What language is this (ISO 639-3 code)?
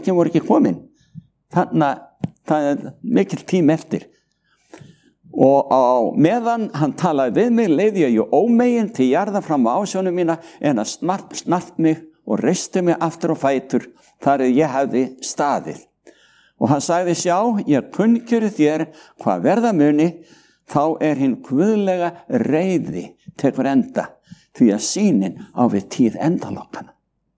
isl